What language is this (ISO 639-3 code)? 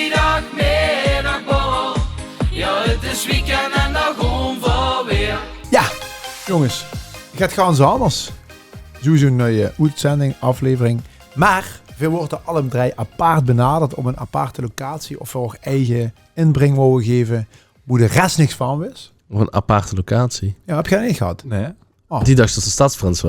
lim